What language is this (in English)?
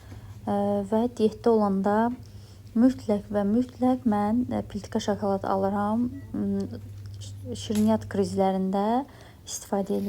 Azerbaijani